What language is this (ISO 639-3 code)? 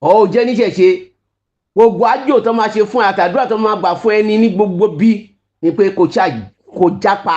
yor